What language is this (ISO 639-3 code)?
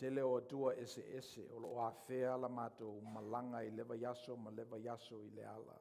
smo